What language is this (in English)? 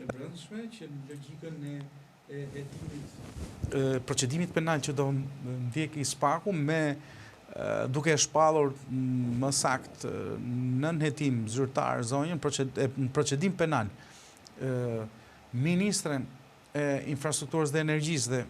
Albanian